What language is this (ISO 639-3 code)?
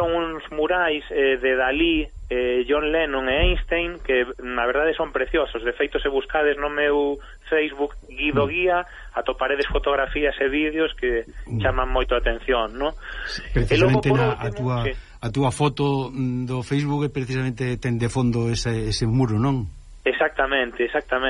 glg